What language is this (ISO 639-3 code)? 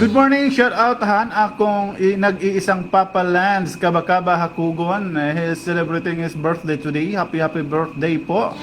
war